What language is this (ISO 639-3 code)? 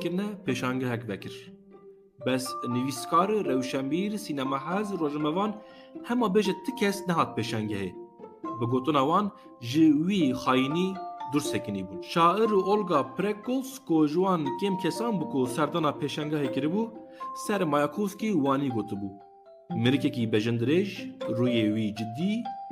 kur